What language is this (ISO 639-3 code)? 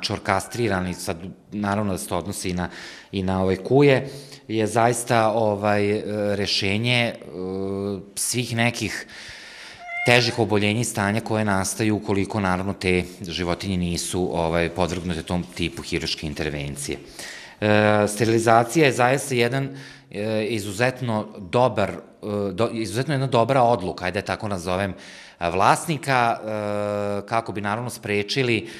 srp